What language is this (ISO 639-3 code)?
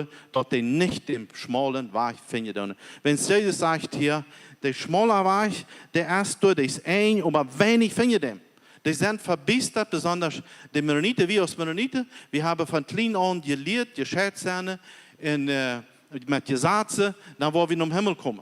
pdt